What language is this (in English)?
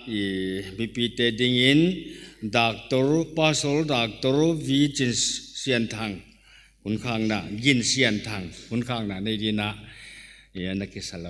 Paite Chin